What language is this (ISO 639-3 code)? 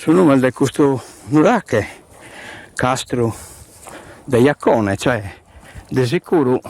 srd